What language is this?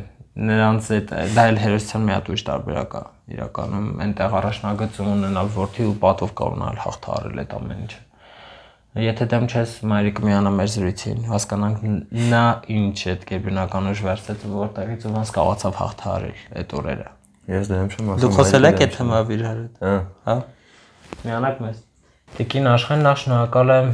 Armenian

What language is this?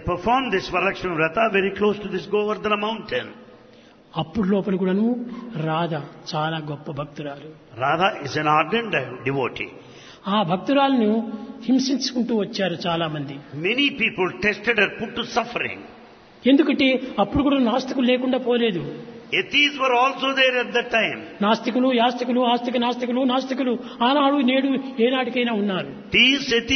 Telugu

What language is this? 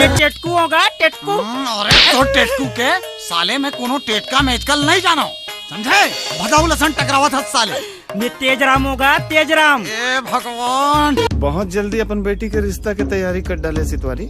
Chhattisgarhi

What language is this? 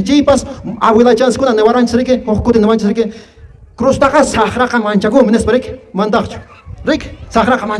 Quechua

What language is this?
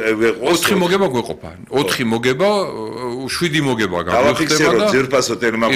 Georgian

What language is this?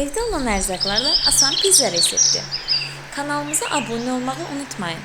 Azerbaijani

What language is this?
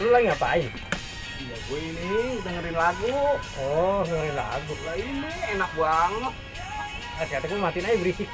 Betawi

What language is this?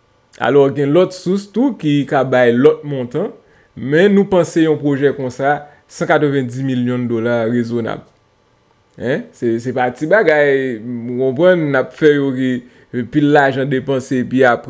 Haitian Creole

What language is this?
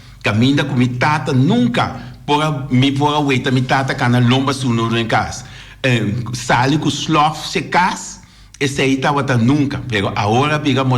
Papiamento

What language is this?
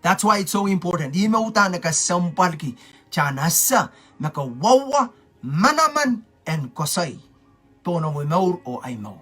Pohnpeian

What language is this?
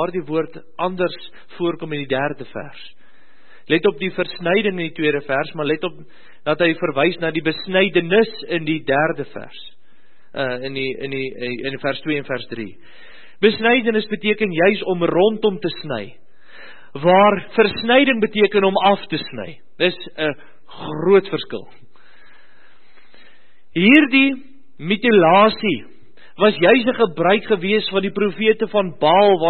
Afrikaans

